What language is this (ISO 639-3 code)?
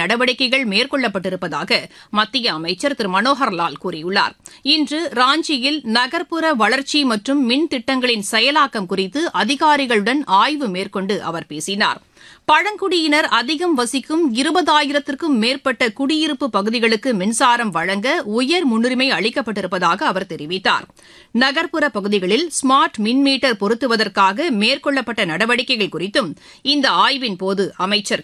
tam